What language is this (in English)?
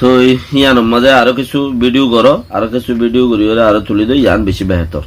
Rohingya